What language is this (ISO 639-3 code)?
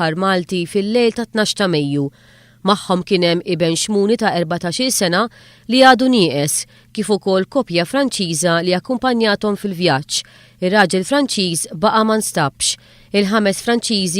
mlt